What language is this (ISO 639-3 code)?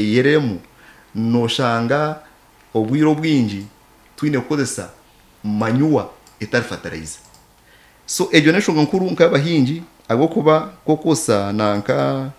nyn